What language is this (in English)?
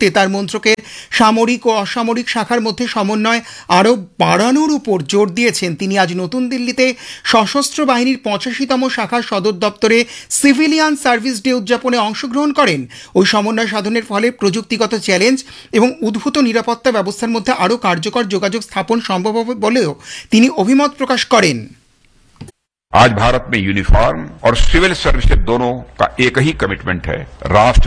Bangla